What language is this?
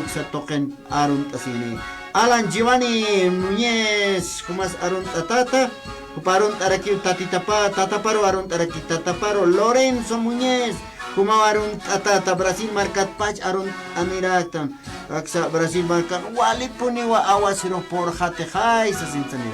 Aymara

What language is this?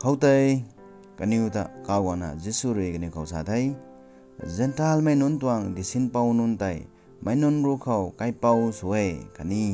Rongmei Naga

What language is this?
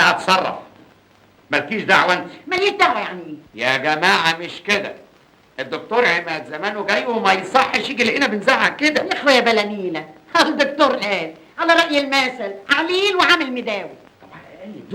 Egyptian Arabic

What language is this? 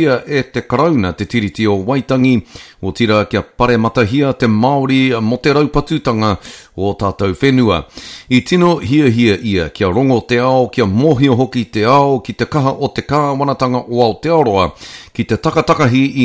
Māori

